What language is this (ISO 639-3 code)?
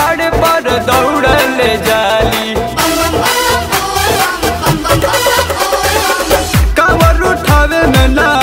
bho